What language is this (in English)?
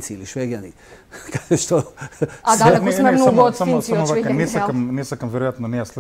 Macedonian